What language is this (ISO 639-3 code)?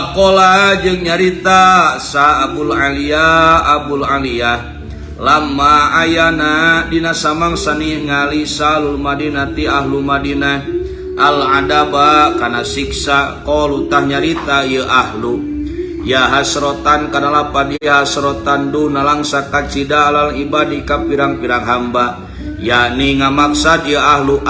sun